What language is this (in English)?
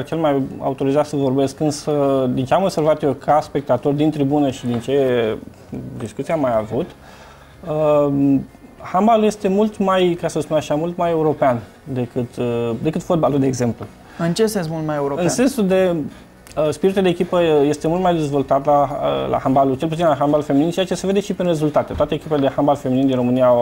Romanian